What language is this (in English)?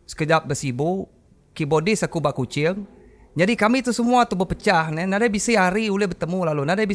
Iban